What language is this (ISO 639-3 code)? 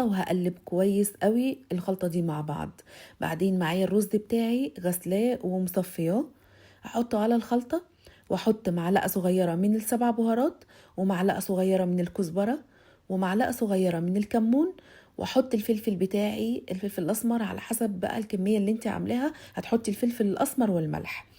arz